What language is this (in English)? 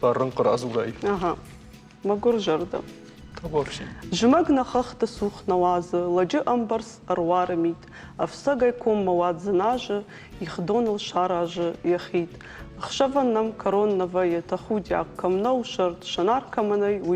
Ossetic